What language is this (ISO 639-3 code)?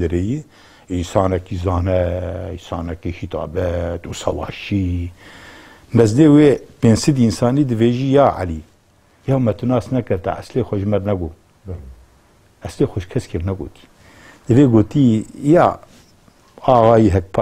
kur